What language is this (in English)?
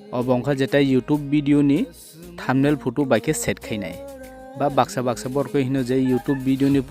Kok Borok